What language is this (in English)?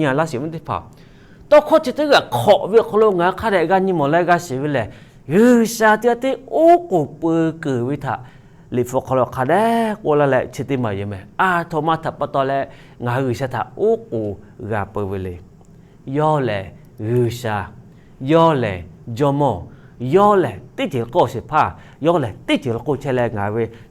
Lahu